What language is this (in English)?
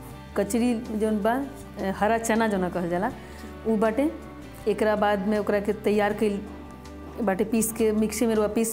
Bhojpuri